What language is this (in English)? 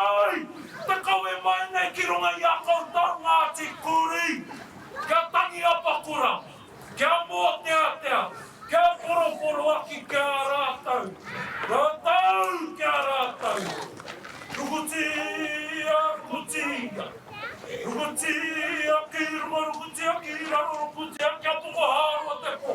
Māori